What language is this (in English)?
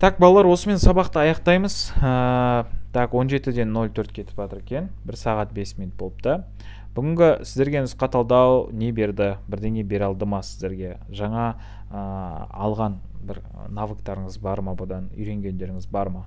Kazakh